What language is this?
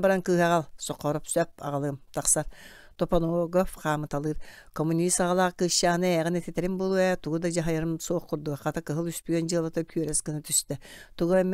Yakut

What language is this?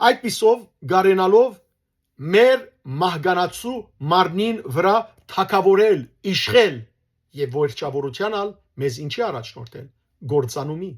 Western Armenian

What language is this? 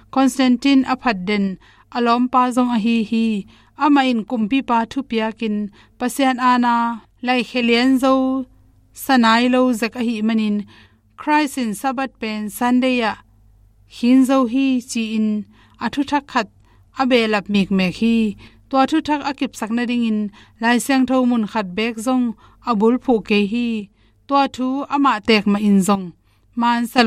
Tedim Chin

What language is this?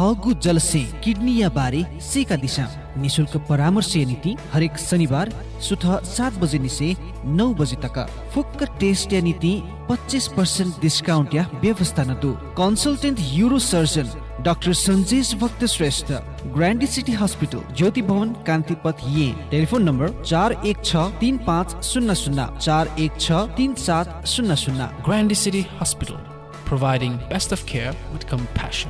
Newari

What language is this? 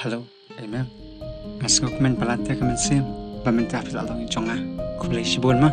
Khasi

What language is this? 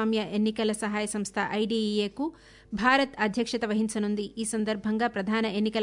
Telugu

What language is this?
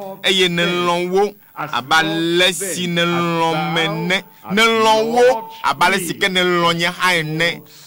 Ewe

